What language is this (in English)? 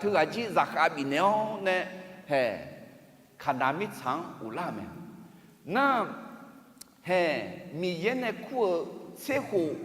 Akha